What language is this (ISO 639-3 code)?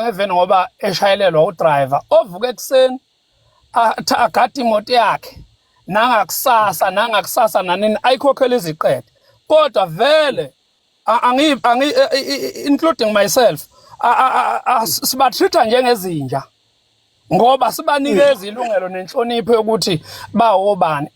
zul